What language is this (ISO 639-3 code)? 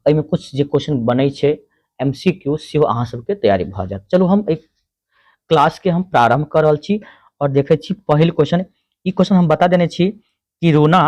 mai